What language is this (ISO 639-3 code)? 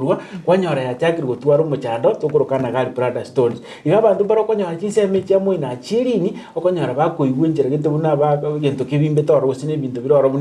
guz